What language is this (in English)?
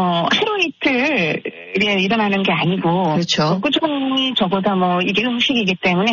Korean